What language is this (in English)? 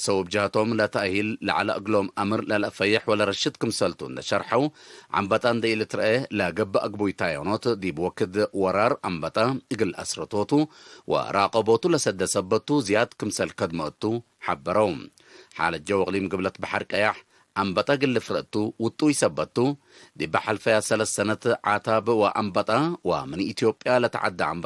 Tigre